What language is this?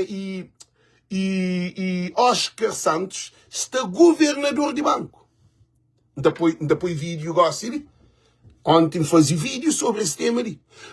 Kabuverdianu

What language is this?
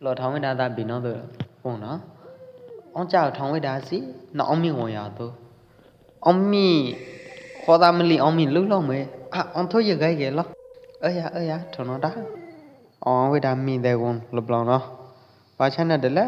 Pwo Eastern Karen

